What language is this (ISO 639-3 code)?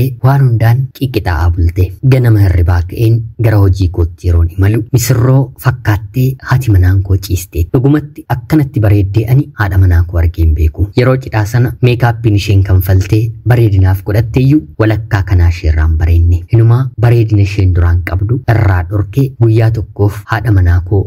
orm